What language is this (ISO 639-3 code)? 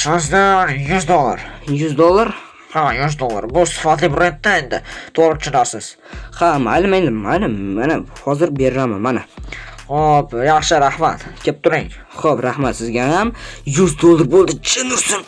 uzb